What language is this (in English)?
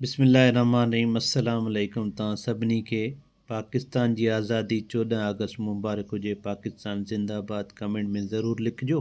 Sindhi